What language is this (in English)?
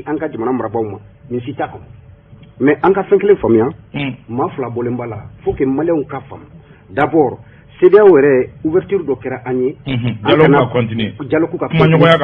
Bambara